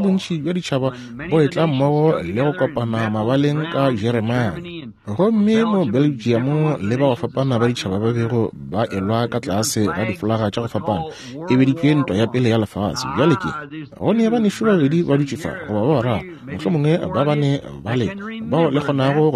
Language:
Northern Sotho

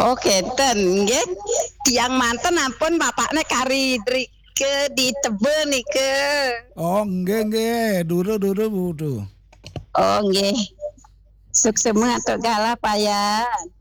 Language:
Balinese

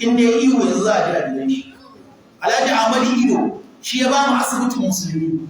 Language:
Hausa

